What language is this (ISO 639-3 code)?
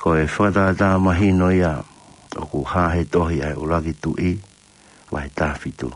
ton